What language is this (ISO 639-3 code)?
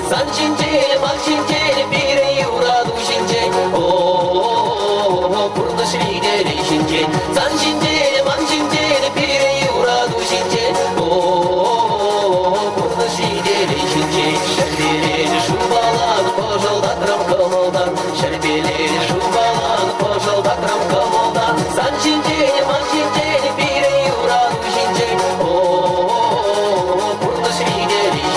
chv